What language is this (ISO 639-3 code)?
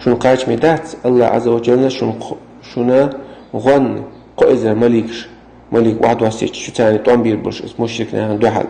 che